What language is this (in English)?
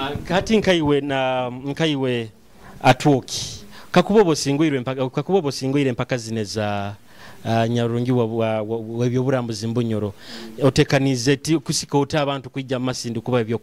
Nyoro